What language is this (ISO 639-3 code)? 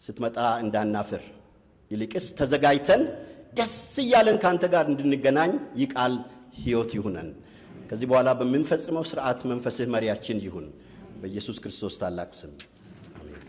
amh